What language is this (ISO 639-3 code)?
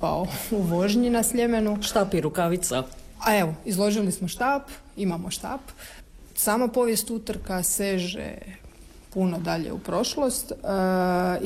hrv